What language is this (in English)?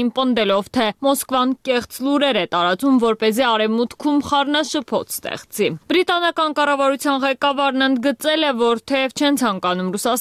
Armenian